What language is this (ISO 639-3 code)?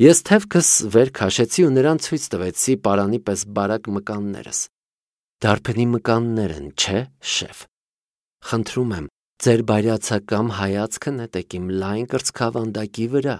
hye